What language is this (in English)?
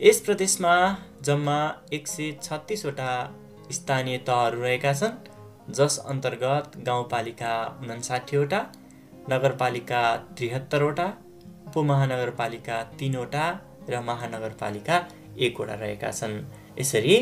Nepali